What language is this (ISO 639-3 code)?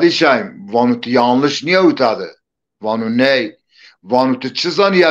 zza